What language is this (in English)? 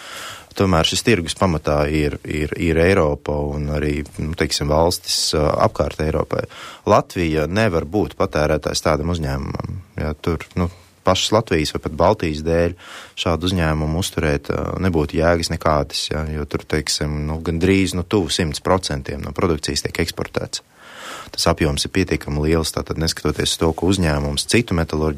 Latvian